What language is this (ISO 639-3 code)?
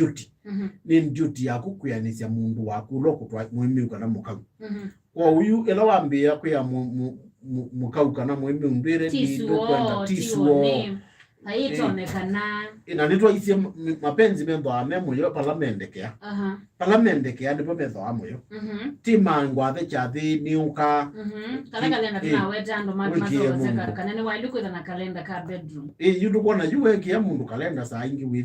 kam